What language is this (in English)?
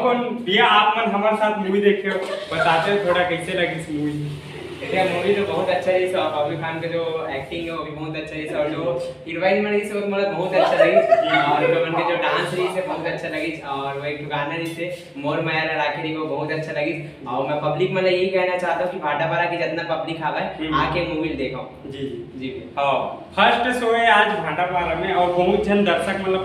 Chhattisgarhi